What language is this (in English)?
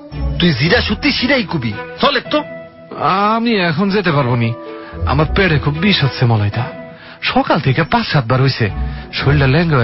Bangla